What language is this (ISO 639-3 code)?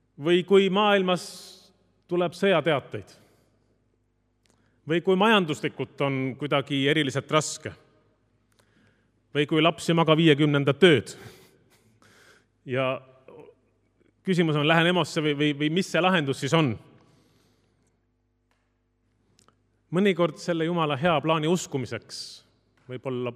est